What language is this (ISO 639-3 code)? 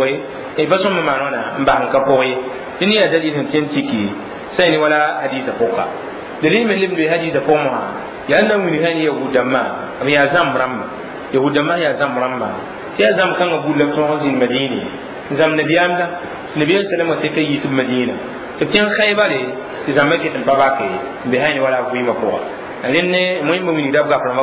mos